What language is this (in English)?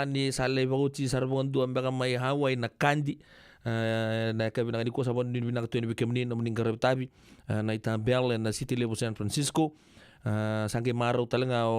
Fijian